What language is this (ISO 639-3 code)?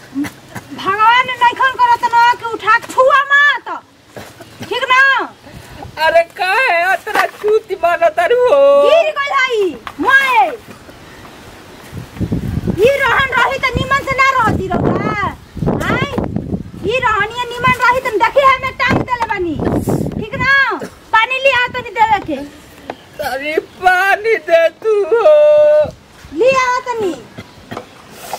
bho